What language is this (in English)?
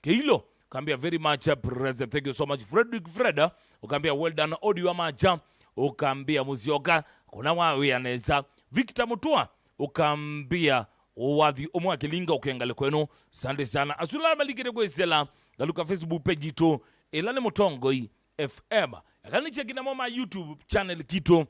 Kamba